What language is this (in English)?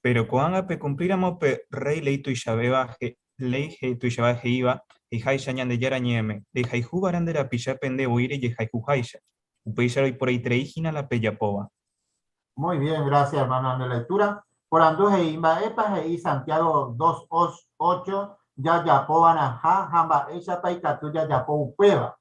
Guarani